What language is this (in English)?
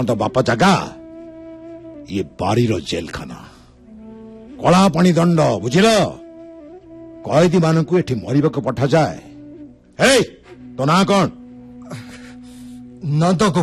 Odia